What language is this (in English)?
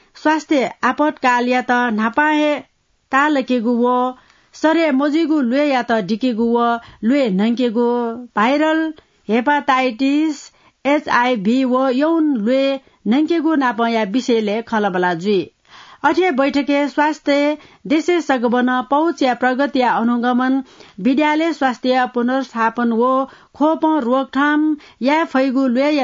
Newari